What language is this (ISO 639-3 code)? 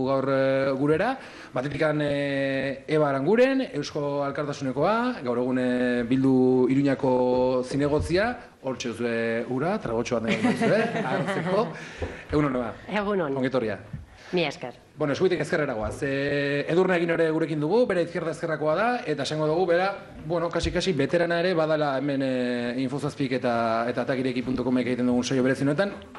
eus